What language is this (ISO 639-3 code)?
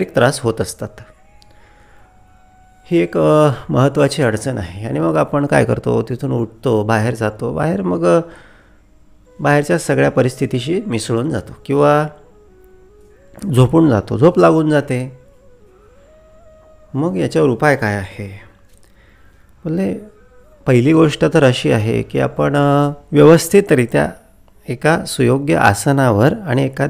mar